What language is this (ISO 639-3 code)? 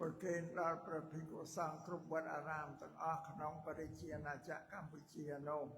khm